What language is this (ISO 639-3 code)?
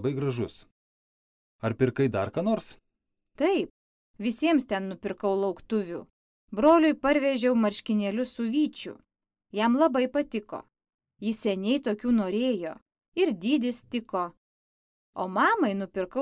lit